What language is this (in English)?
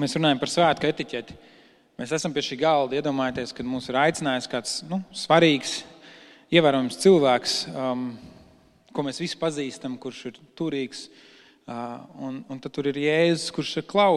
Latvian